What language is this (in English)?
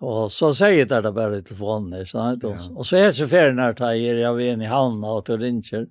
Faroese